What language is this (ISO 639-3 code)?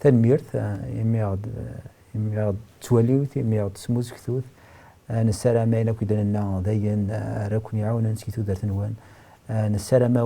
kab